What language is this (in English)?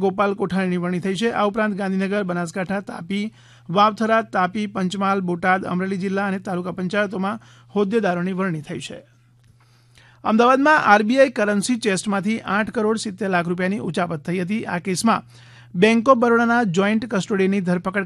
Gujarati